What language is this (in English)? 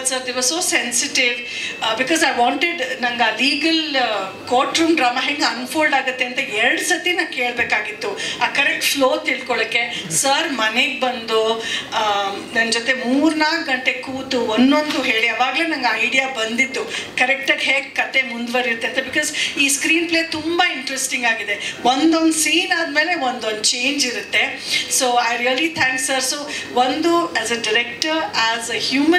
Kannada